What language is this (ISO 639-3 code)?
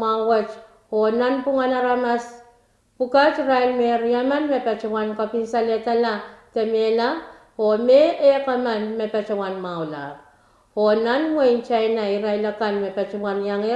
pon